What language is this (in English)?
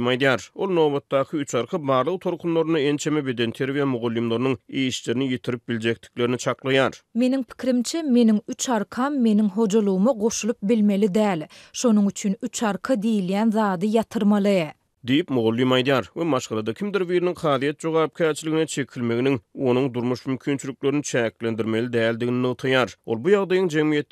Turkmen